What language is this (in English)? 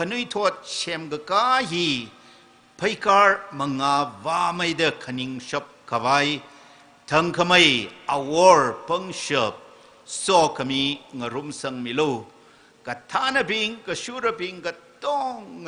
Tangkhul Naga (India)